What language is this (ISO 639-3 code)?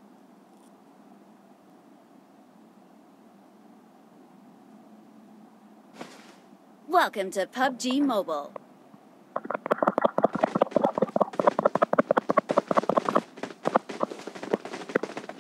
msa